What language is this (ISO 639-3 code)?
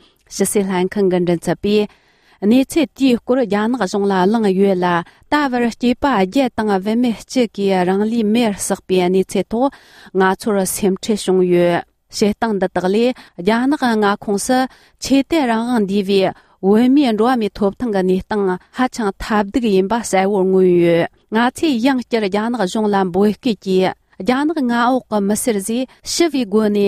bod